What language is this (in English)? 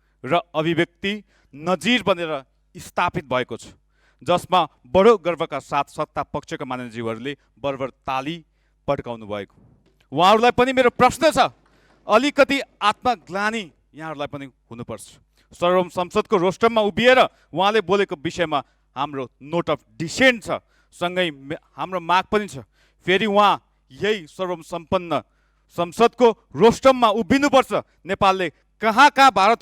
Nepali